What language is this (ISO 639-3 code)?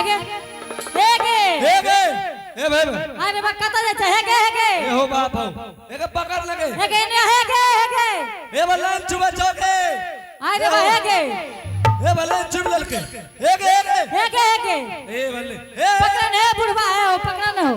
anp